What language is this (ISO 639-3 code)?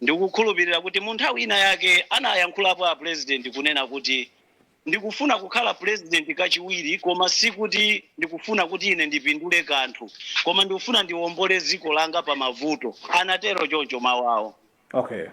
nya